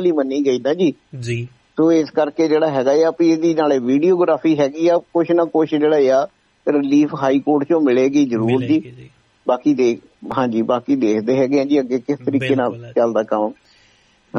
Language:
Punjabi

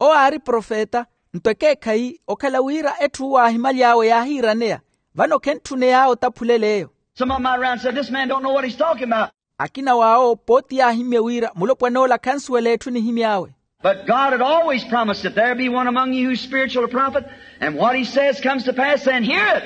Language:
Makhuwa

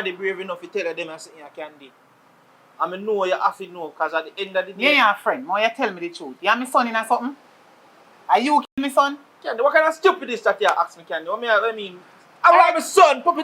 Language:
Jamaican Creole English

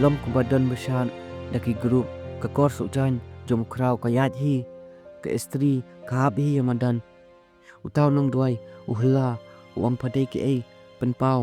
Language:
Khasi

